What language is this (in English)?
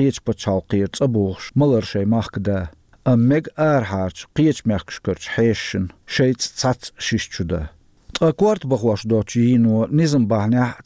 Chechen